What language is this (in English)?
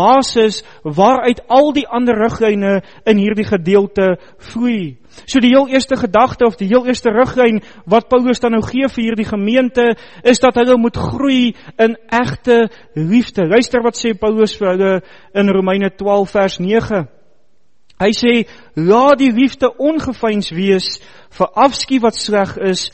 Afrikaans